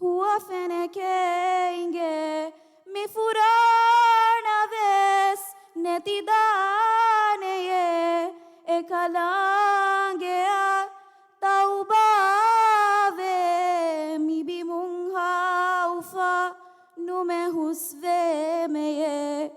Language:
Divehi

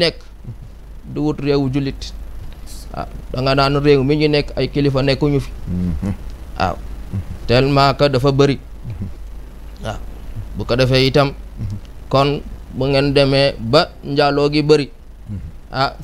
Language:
Wolof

